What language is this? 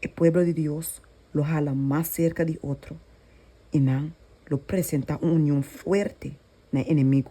Papiamento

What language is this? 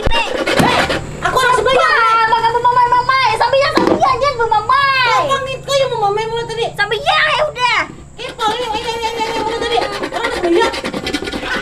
Banjar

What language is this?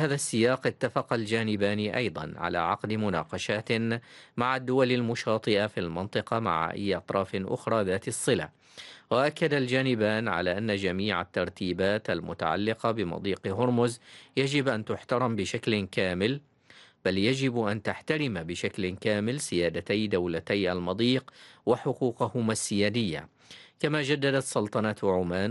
Arabic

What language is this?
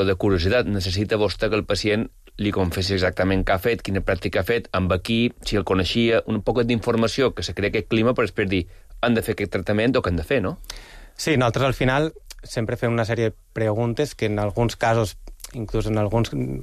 Catalan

